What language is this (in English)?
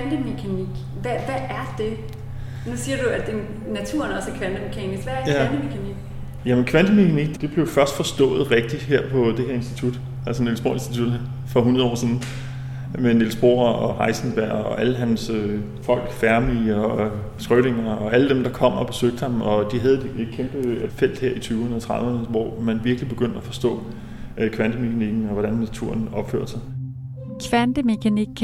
Danish